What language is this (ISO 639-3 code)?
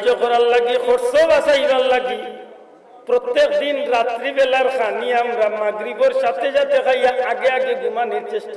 syl